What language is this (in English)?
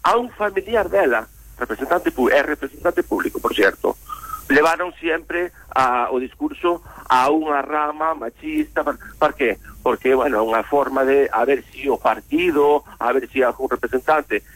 Galician